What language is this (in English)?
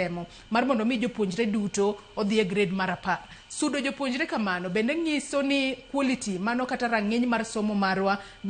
Luo (Kenya and Tanzania)